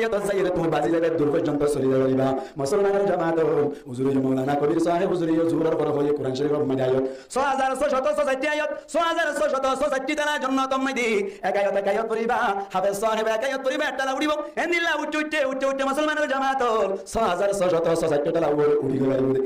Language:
Rohingya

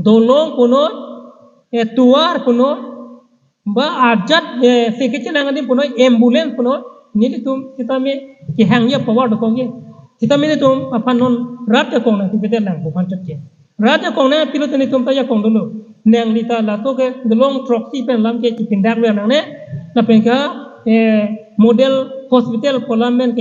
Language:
Karbi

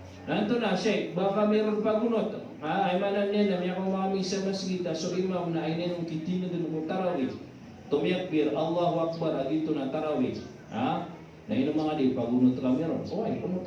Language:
Maranao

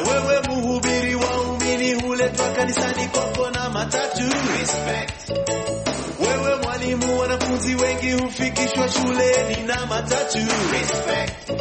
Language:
Swahili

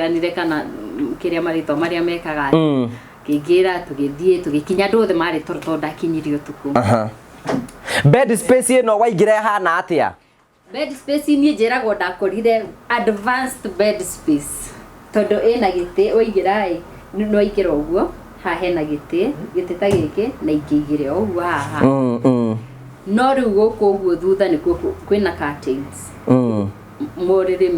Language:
Kikuyu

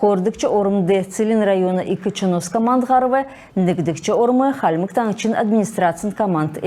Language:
Kalmyk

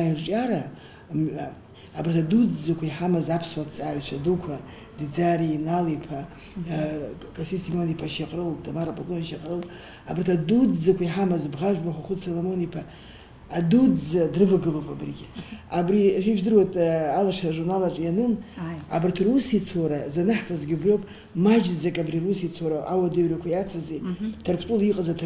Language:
Abkhazian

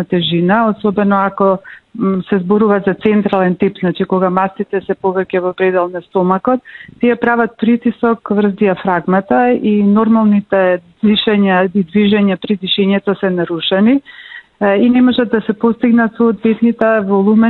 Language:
Macedonian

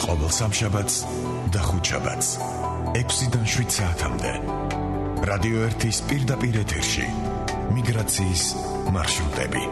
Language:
Georgian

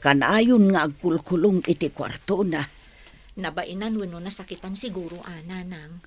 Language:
Iloko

